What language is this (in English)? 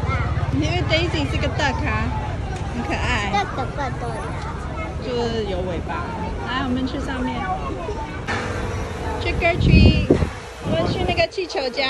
Chinese